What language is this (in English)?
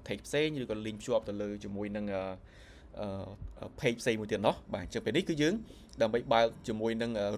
Khmer